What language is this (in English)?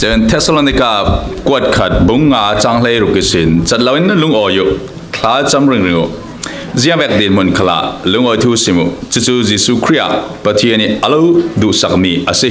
Falam Chin